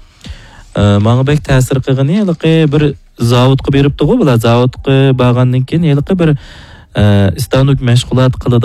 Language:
Uyghur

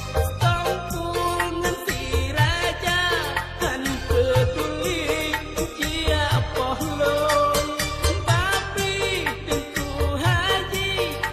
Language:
Achinese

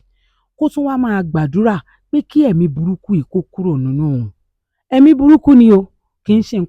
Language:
Yoruba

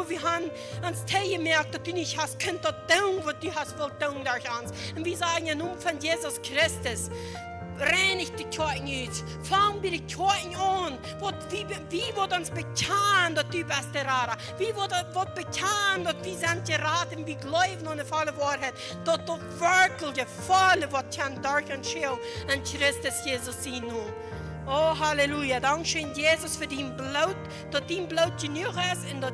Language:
Plautdietsch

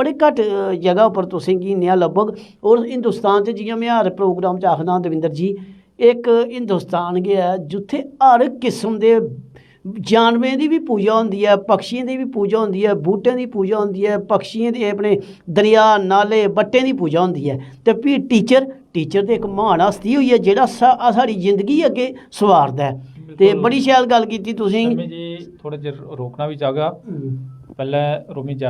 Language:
Dogri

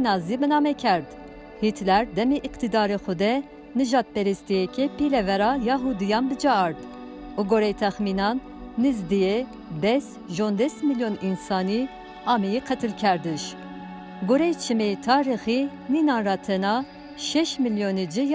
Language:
Zaza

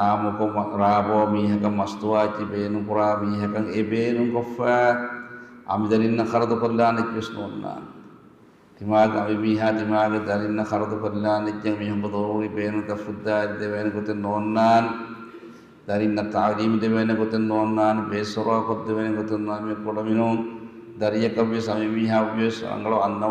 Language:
Divehi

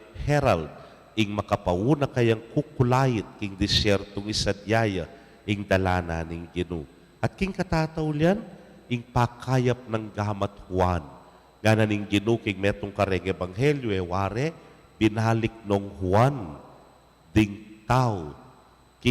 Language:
Pampanga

